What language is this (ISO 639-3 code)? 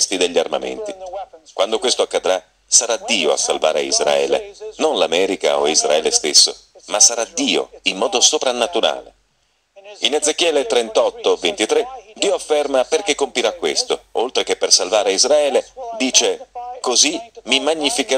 ita